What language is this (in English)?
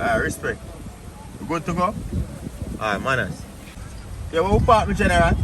Jamaican Creole English